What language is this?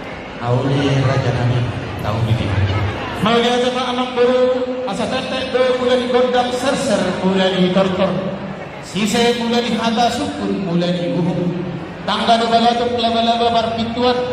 Batak Toba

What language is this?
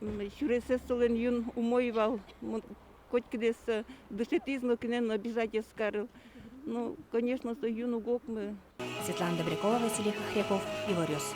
Udmurt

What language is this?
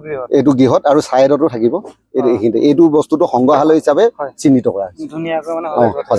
Assamese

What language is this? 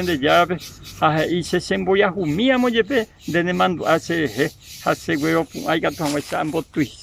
Guarani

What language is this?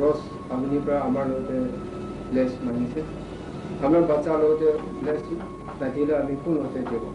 Naga Pidgin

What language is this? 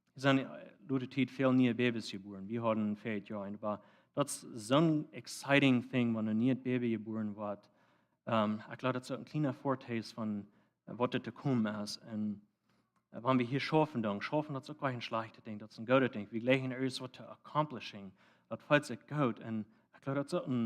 Plautdietsch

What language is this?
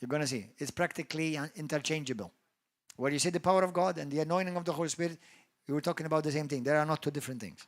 English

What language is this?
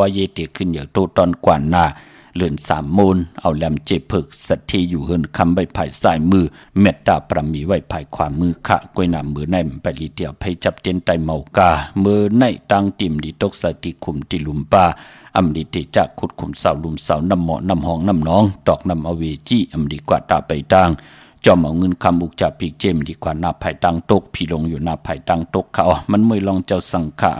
Shan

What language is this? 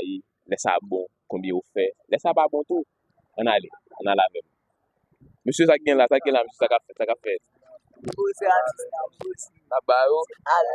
Haitian Creole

